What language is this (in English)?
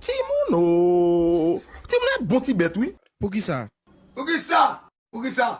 Haitian Creole